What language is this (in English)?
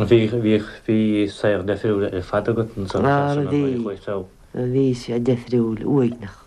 Irish